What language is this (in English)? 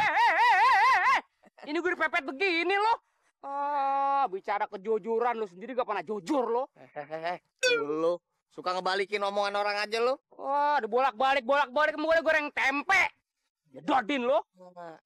Betawi